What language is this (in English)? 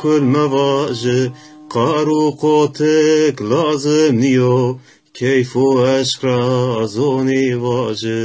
Zaza